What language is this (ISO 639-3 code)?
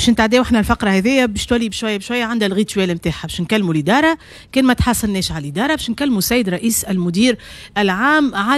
aeb